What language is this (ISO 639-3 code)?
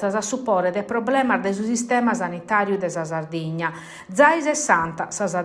srd